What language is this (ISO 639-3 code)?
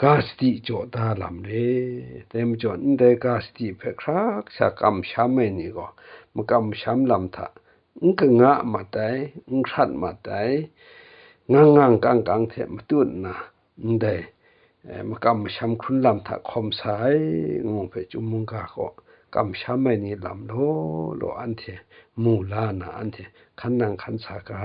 kac